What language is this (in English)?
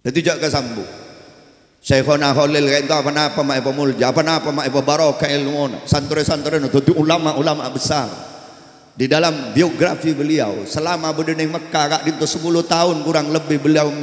Madurese